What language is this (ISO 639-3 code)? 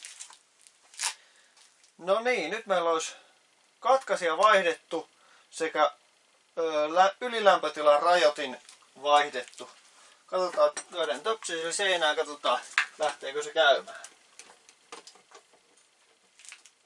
fin